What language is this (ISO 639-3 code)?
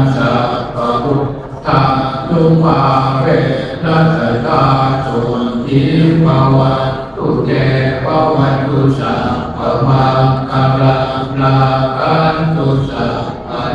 pli